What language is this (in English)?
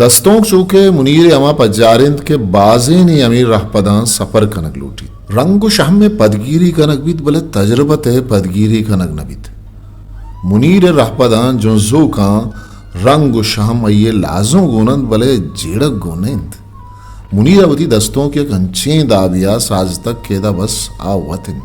Eastern Balochi